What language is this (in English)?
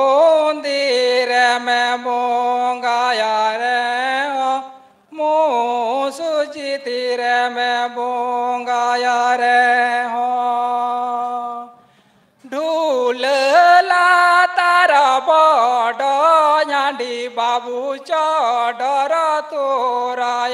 Santali